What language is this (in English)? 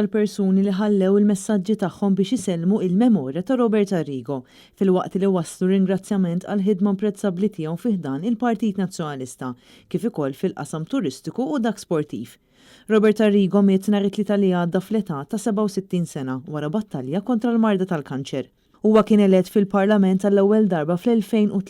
Maltese